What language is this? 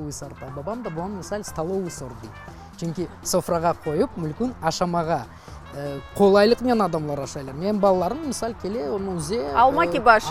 Crimean Tatar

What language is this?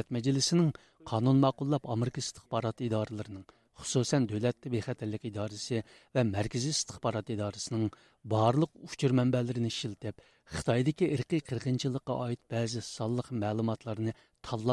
Uyghur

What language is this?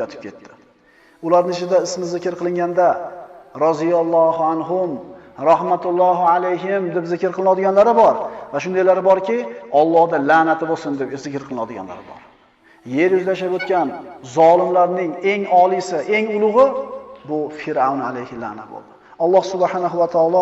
Uzbek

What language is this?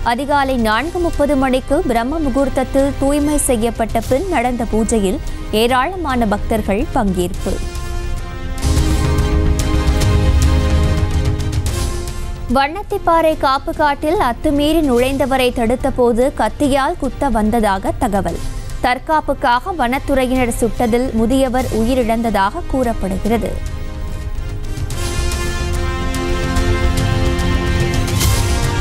Tamil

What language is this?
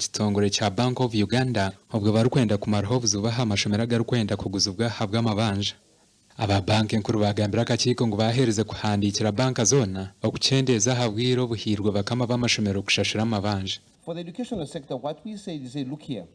Nyankole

